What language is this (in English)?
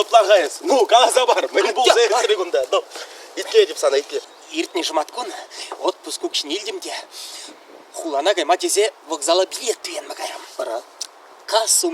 Chuvash